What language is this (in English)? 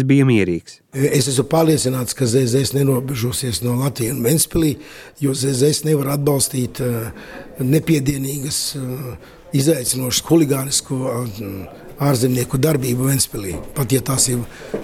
Latvian